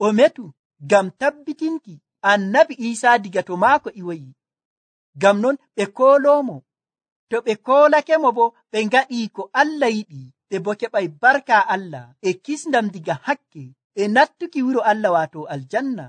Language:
Nigerian Fulfulde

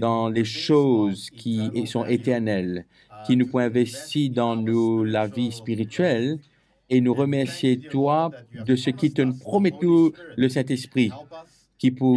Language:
Morisyen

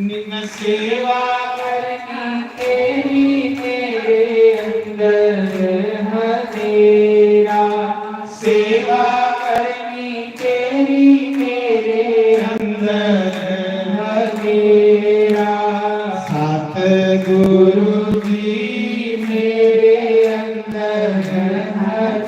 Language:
Dogri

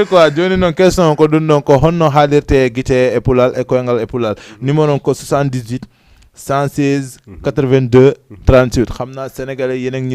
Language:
Fula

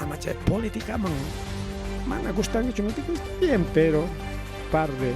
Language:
Ayacucho Quechua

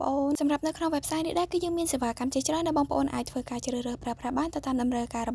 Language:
Khmer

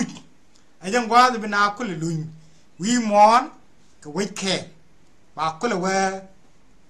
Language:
Nuer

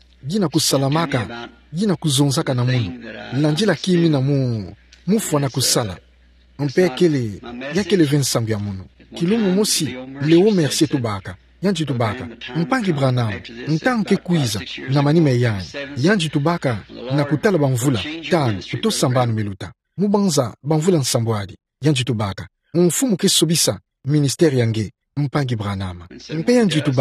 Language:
Kituba (Democratic Republic of Congo)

